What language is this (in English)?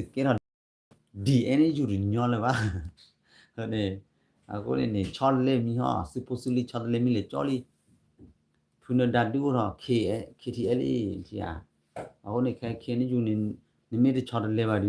S'gaw Karen